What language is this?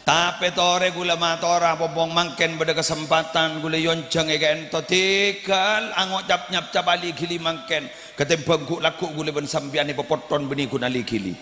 Madurese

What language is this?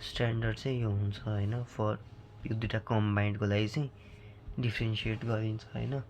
Nepali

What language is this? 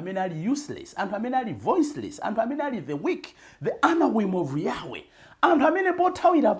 Nyanja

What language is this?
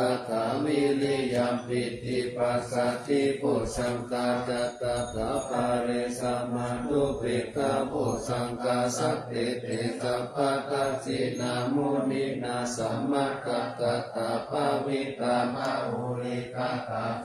Pali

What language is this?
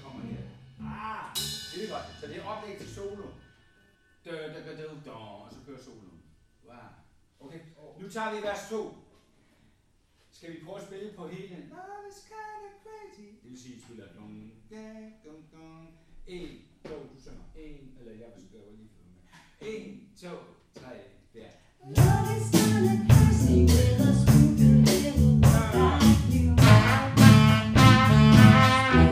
Danish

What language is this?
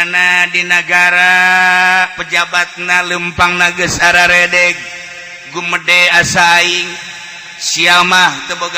Sundanese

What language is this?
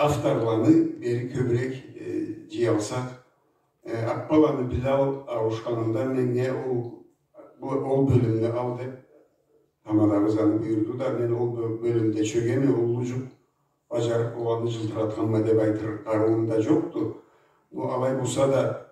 Karachay-Balkar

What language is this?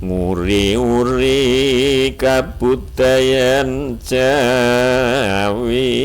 Javanese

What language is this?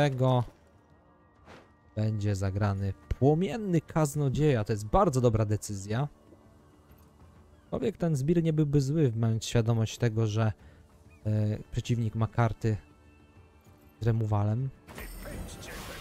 Polish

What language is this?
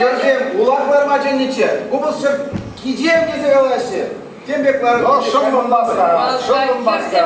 Chuvash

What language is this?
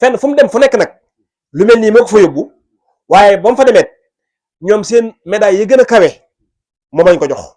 Wolof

